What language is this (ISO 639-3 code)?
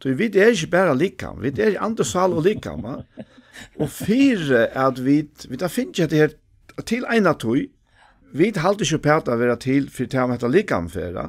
fao